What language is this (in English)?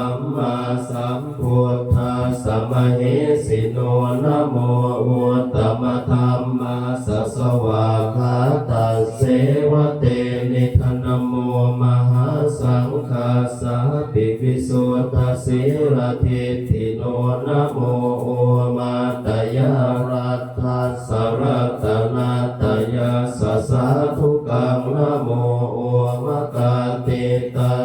Pali